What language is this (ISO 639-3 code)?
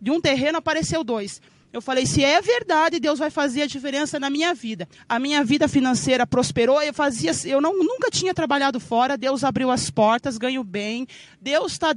por